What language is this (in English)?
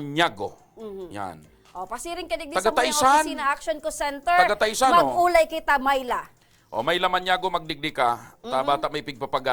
Bikol